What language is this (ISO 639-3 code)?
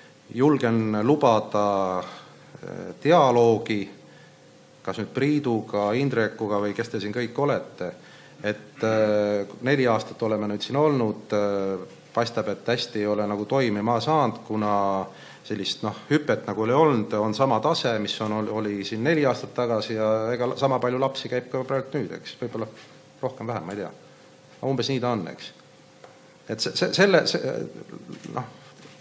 est